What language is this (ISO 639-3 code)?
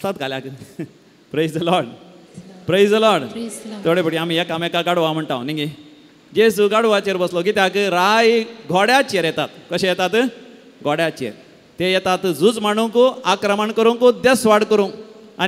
kok